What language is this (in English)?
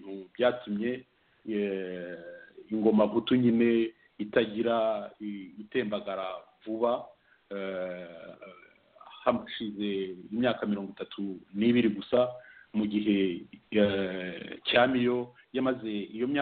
Kinyarwanda